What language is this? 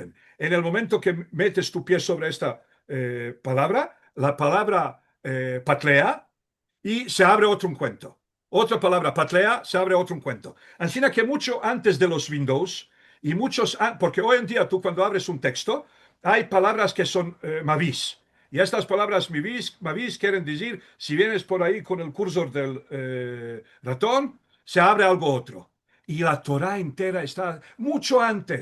Ladino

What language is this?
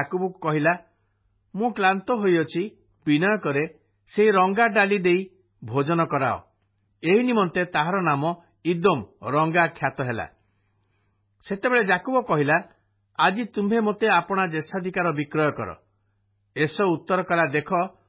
Odia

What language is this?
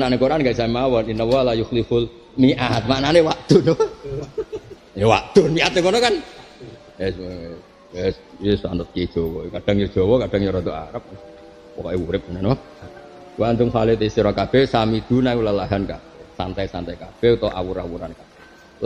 Javanese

